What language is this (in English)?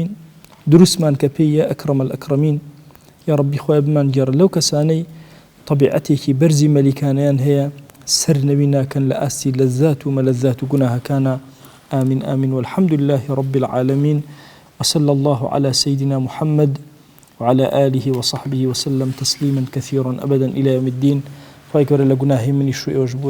Central Kurdish